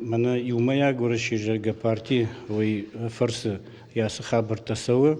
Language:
Ossetic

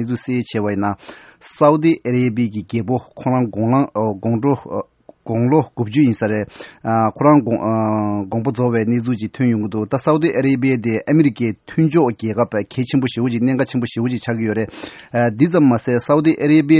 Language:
Tibetan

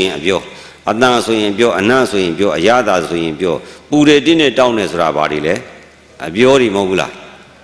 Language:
Burmese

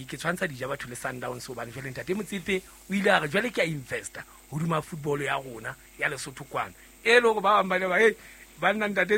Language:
Southern Sotho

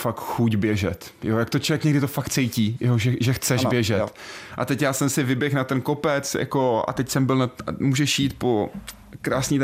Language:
Czech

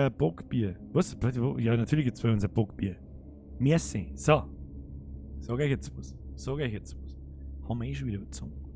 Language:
Bavarian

